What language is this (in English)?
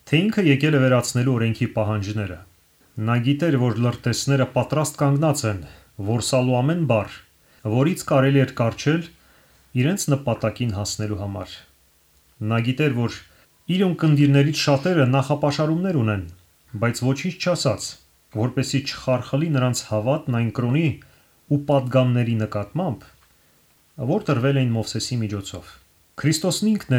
Armenian